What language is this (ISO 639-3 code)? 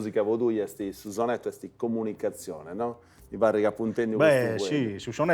srd